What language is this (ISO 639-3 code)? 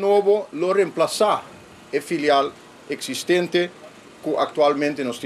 pap